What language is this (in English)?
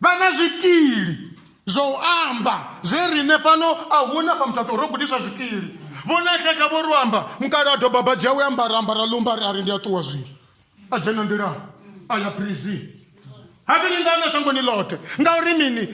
Venda